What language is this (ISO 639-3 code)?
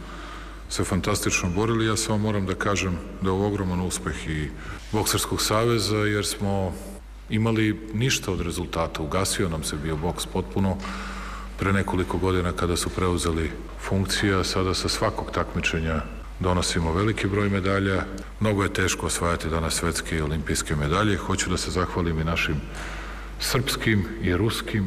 srp